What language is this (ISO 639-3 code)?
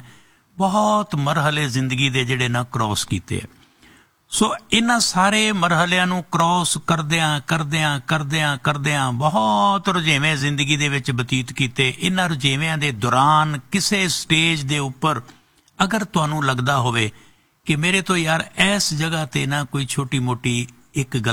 pan